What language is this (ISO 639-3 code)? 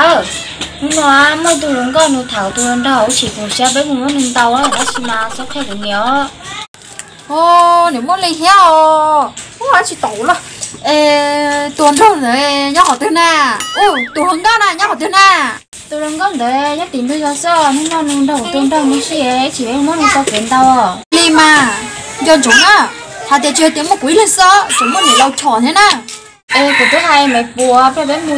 hmn